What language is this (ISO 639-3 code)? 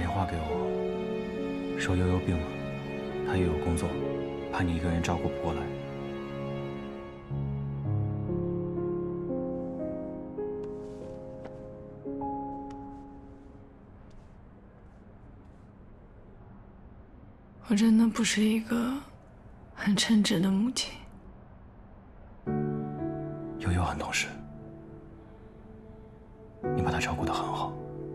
zho